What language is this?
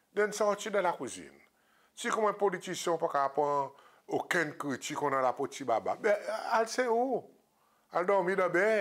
Seselwa Creole French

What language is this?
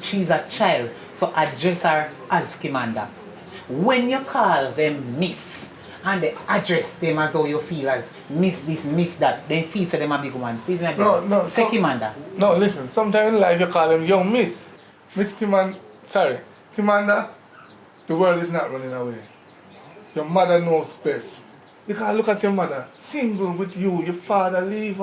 Jamaican Creole English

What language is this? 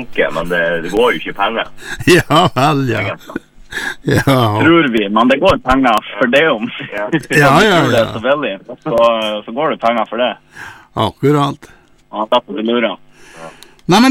Norwegian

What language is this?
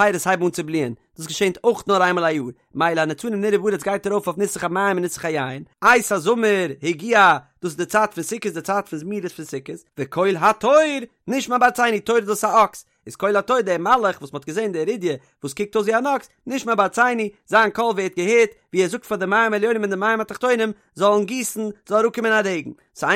Yiddish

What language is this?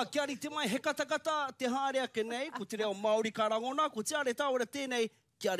Māori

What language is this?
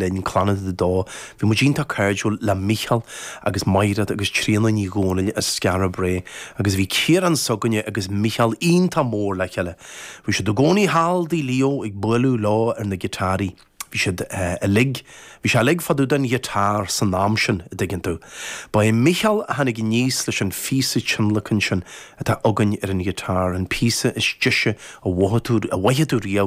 Irish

